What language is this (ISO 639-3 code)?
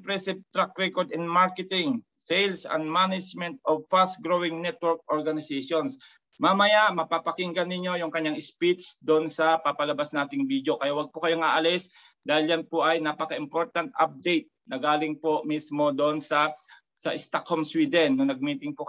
fil